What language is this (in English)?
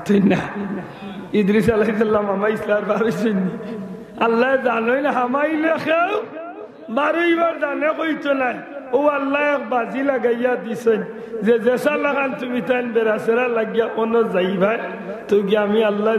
Sylheti